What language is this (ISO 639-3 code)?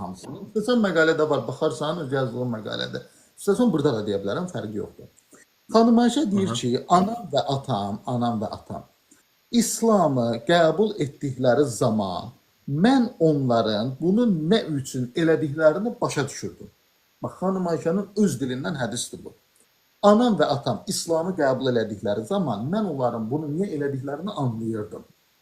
aze